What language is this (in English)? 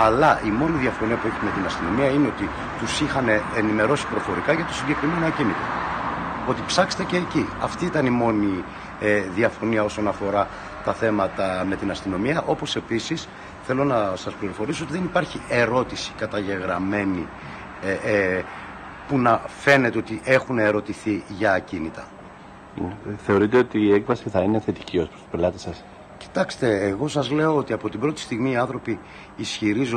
Greek